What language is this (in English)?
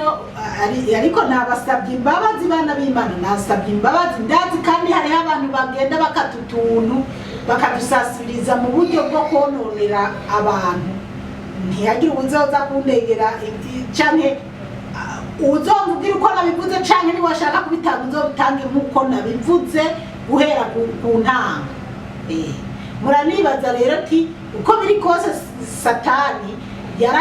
Rundi